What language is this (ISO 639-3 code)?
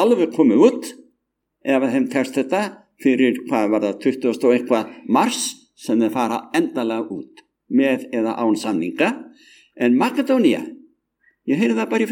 isl